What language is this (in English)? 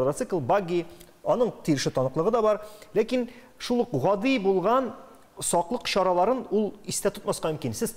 Tatar